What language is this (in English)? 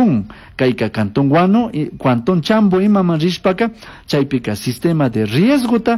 Chimborazo Highland Quichua